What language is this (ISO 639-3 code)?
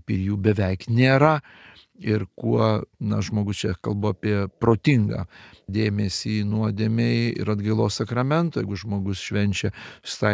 lit